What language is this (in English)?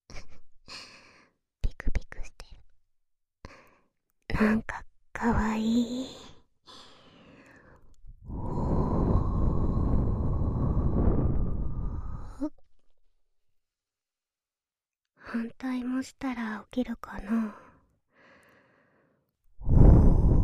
Japanese